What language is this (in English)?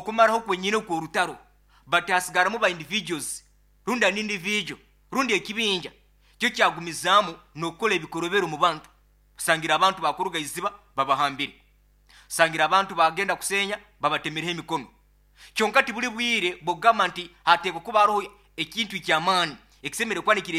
Nyoro